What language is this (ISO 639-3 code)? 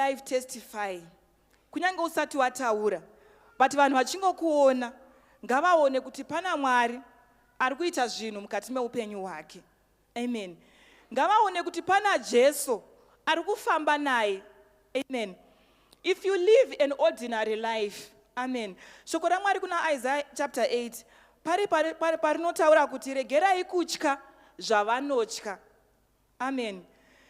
sna